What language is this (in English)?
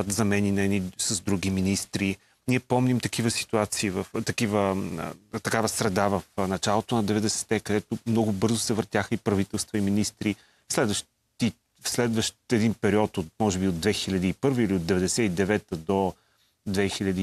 Bulgarian